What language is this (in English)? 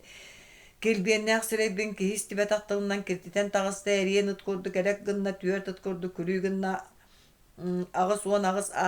Yakut